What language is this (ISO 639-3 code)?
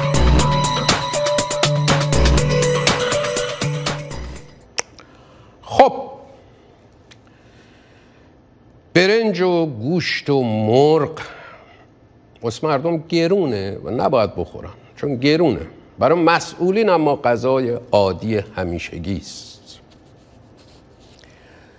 fas